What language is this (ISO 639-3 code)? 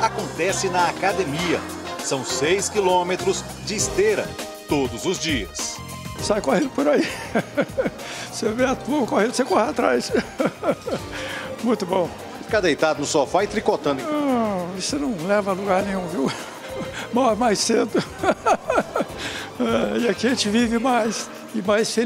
por